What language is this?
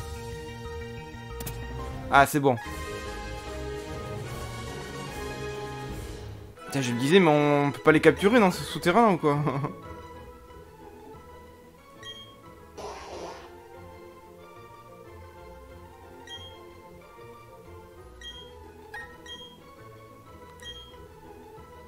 French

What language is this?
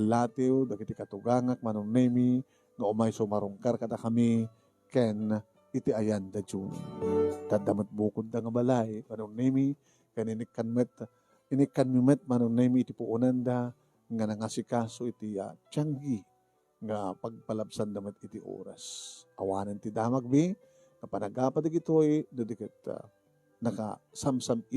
Iloko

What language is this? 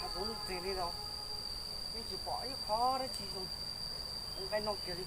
Hmong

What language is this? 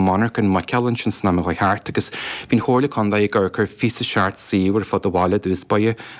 Irish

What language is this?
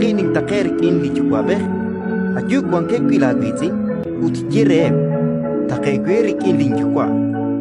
Kekchí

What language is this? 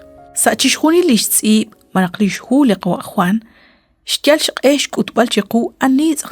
Kekchí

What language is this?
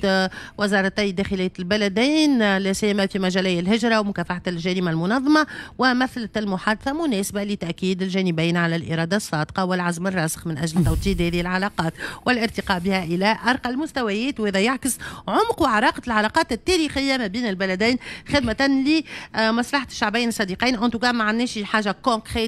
Tunisian Arabic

